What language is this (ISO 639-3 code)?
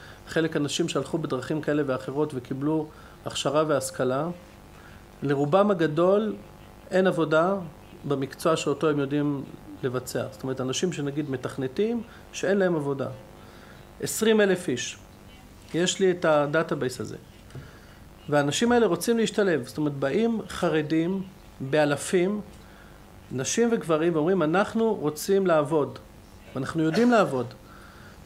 heb